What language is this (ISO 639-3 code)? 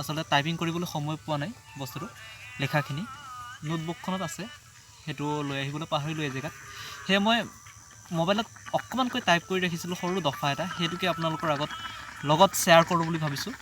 asm